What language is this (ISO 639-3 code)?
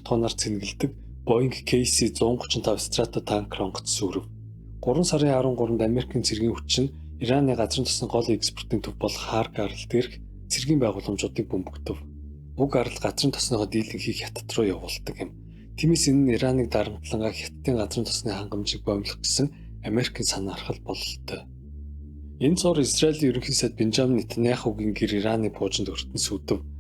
mon